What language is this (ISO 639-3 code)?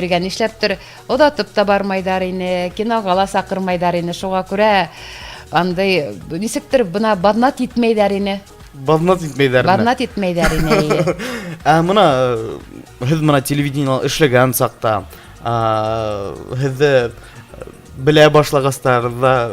bak